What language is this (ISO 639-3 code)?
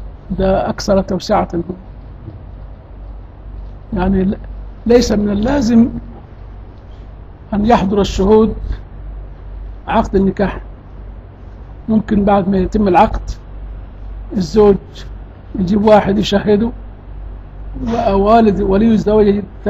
ara